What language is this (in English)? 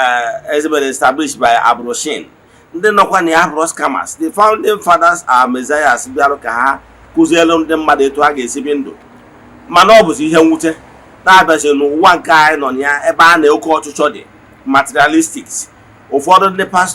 Igbo